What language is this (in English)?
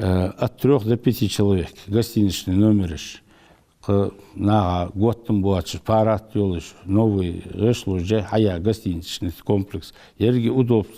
Ingush